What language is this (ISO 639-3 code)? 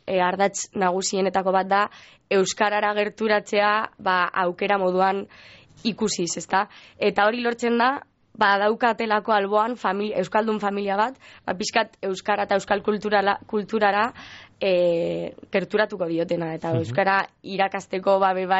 eus